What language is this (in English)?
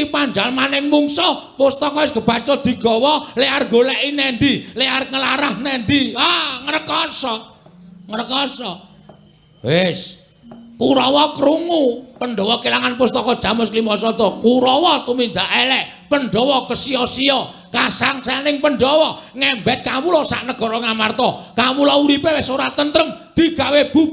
Javanese